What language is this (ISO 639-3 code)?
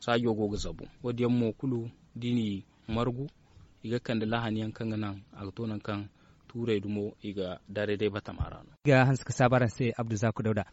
dje